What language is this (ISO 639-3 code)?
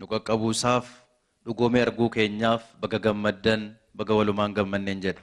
orm